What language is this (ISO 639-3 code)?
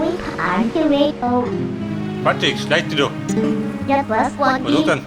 bar